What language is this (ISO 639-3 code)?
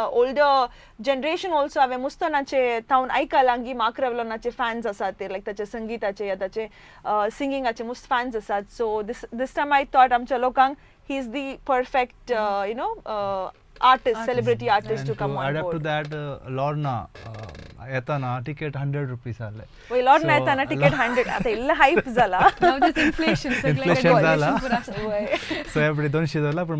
kok